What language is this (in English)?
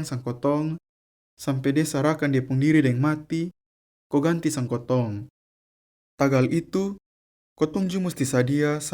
Kupang Malay